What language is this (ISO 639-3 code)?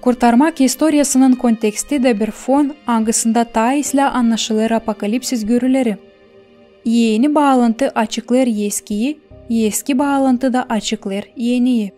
gag